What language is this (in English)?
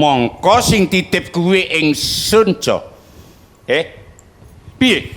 Javanese